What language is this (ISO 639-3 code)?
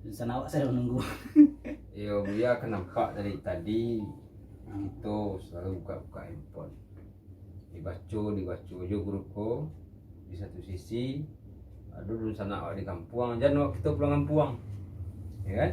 min